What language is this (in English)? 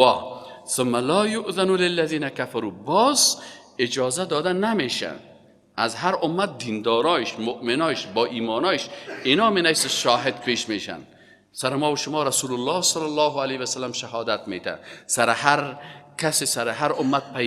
Persian